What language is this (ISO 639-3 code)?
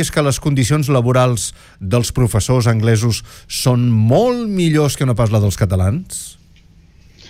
cat